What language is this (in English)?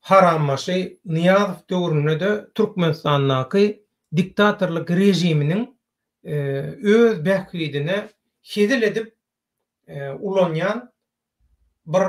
Turkmen